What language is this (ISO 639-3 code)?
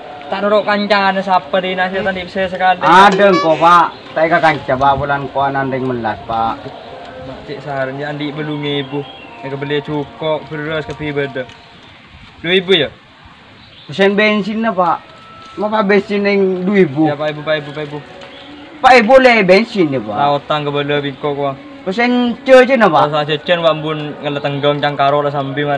mad